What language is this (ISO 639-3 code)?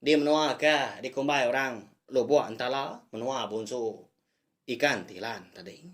iba